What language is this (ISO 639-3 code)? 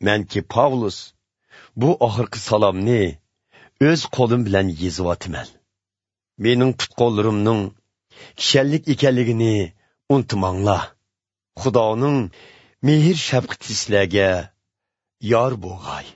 uig